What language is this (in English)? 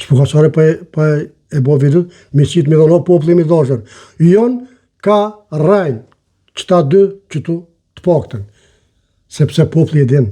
Albanian